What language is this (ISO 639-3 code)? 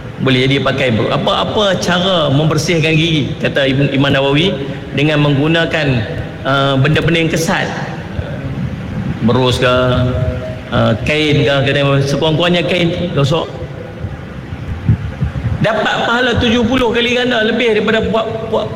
msa